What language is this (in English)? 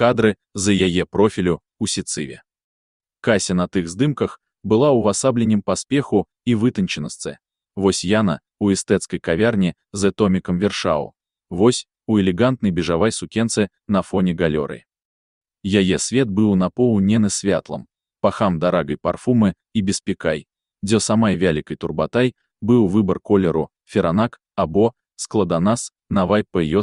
Belarusian